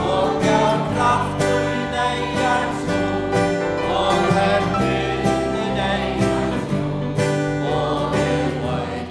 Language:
Faroese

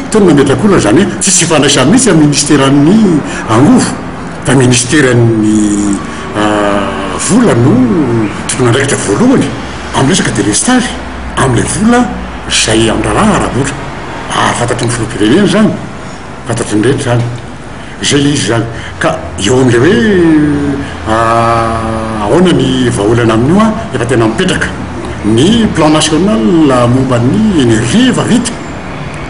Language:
Malagasy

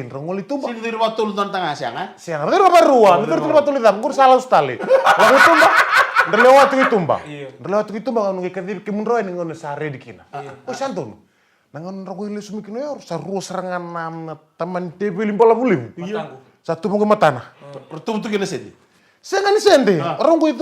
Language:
Fijian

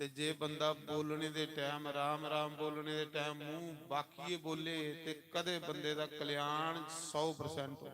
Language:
Dogri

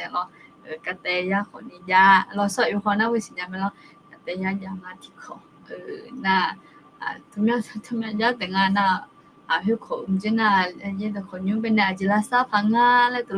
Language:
Akha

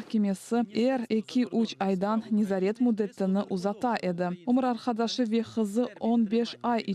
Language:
Crimean Tatar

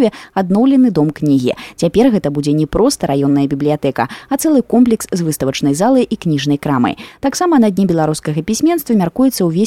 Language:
Belarusian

